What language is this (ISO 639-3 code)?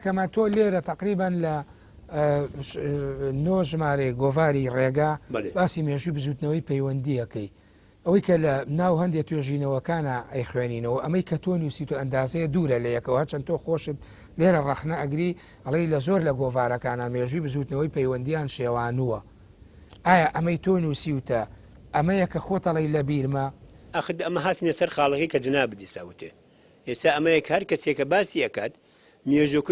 ckb